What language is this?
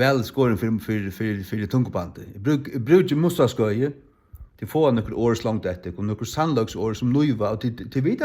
Faroese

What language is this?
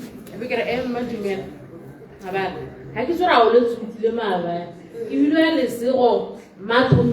Tswana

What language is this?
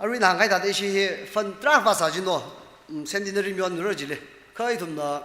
Tangkhul Naga (India)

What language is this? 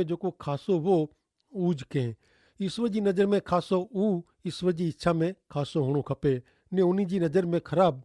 Kachhi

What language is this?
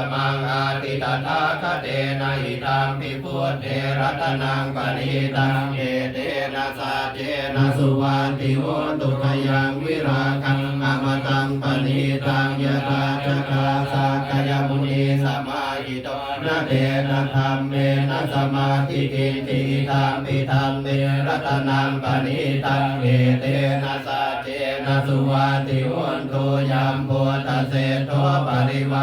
Pali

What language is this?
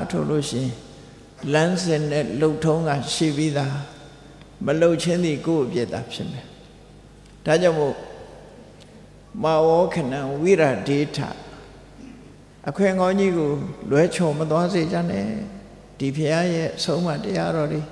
Burmese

